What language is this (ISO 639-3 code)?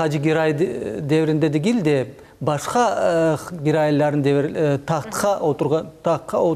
crh